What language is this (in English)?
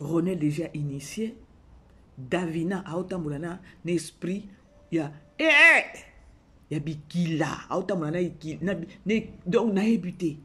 Lingala